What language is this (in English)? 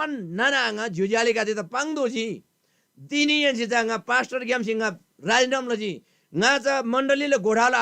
Eastern Tamang